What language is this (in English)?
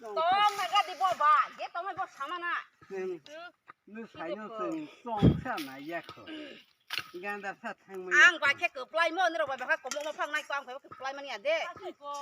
Kok Borok